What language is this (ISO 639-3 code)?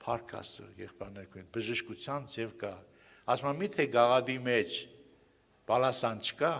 hye